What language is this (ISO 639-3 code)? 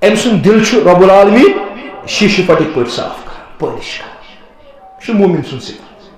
kas